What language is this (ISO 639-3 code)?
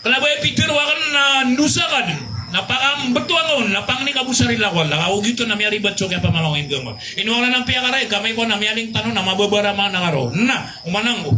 mrw